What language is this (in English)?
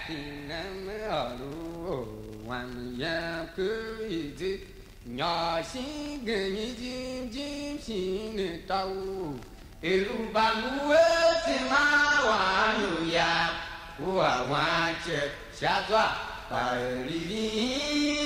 Tiv